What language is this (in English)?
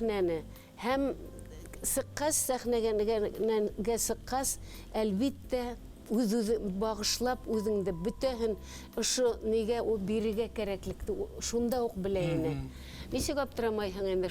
Bashkir